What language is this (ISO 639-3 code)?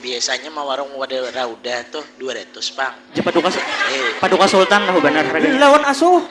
bjn